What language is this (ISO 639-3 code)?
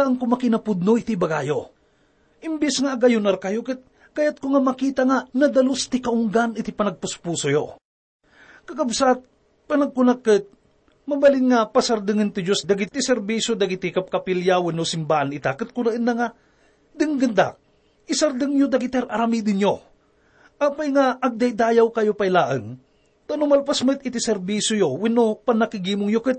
ilo